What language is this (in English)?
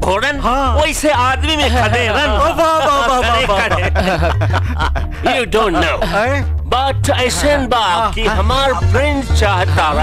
Bhojpuri